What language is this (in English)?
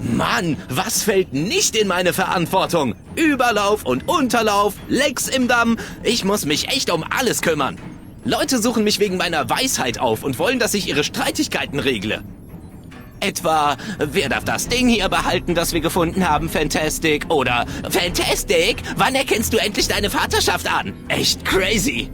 Bavarian